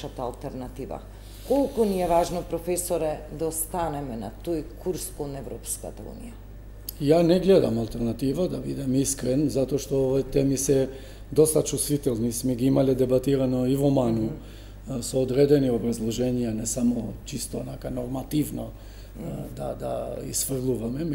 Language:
Macedonian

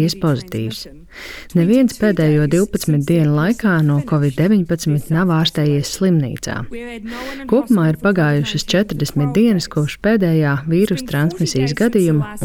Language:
Latvian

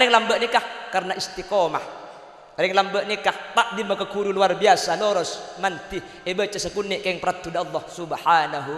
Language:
Madurese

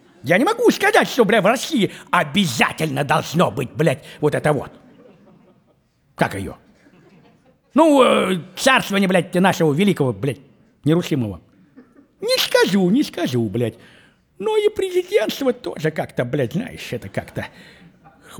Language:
Russian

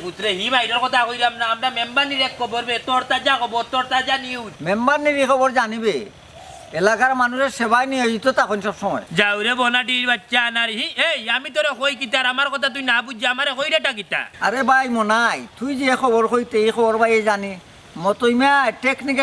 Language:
Sylheti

